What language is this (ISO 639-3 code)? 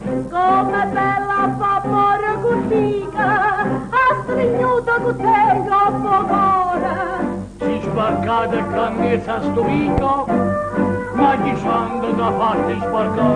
nap